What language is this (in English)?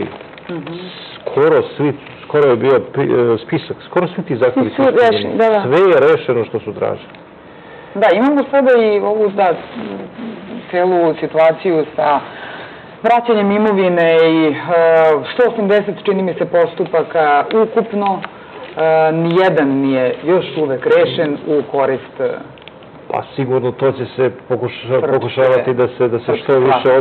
Serbian